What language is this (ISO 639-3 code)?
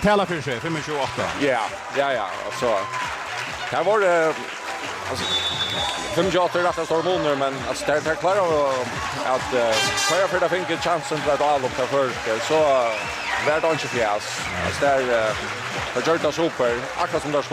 fao